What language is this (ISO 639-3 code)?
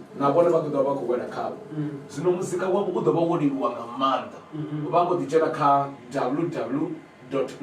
ven